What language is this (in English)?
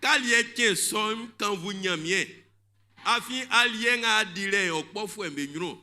Baoulé